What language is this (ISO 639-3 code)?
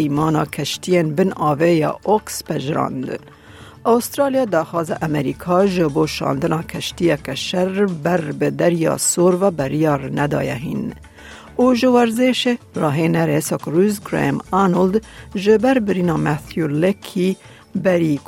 kur